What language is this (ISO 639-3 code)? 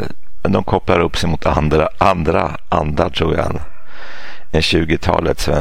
swe